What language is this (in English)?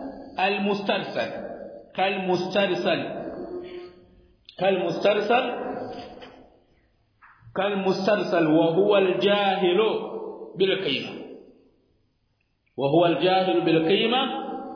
Swahili